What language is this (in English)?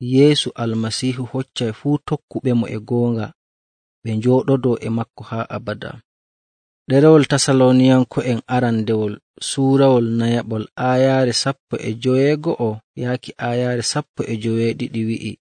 Nigerian Fulfulde